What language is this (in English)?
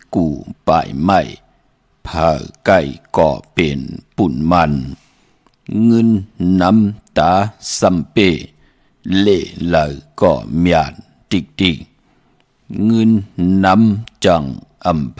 Shan